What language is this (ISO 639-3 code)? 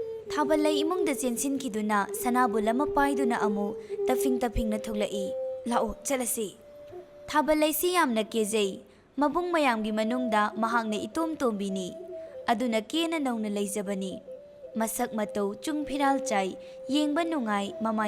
mni